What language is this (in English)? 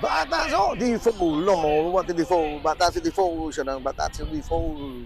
Papiamento